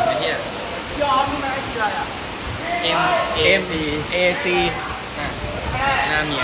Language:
Thai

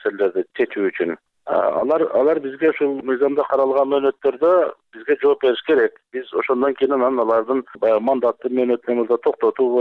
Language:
Kyrgyz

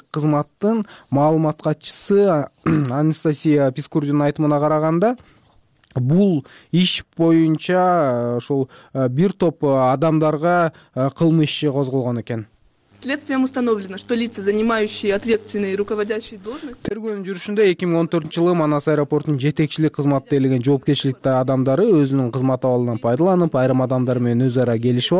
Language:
Kyrgyz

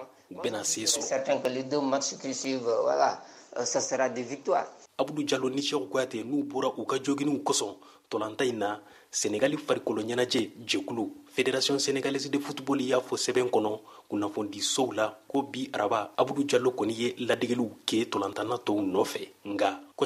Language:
Bambara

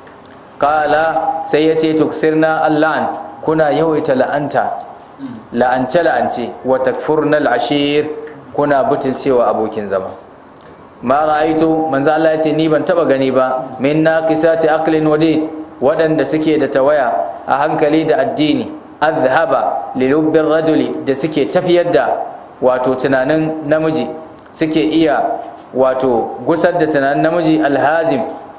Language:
Hausa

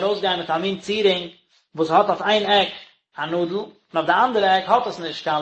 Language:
Yiddish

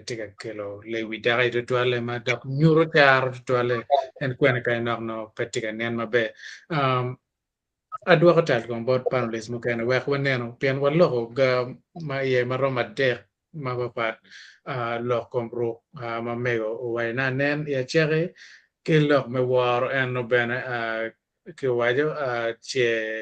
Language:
Acoli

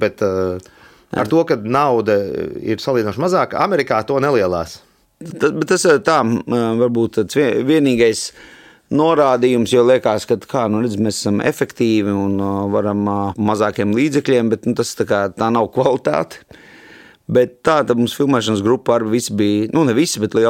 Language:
Latvian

